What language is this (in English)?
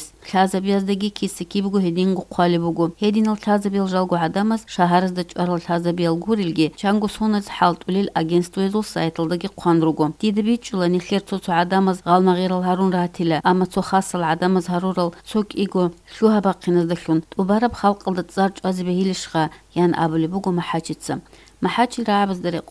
Avaric